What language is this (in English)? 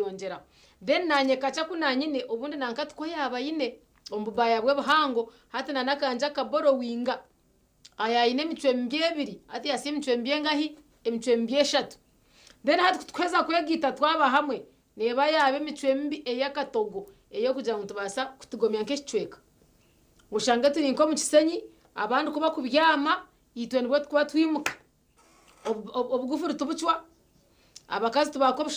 Nyankole